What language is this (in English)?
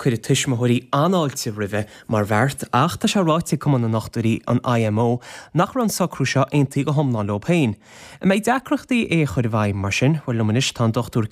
Irish